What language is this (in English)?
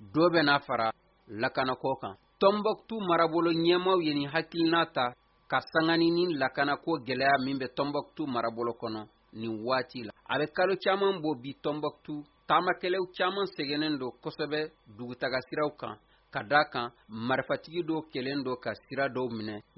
Bambara